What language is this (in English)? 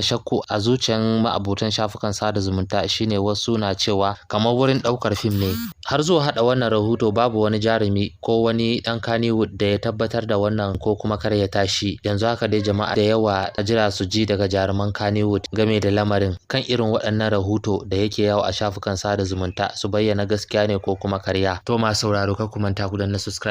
Hausa